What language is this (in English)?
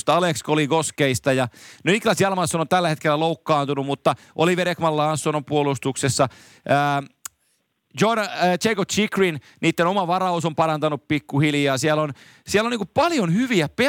Finnish